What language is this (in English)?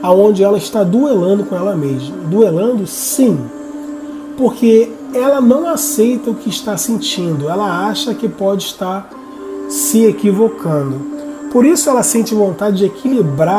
Portuguese